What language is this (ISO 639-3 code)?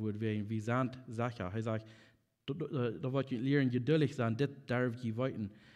pdt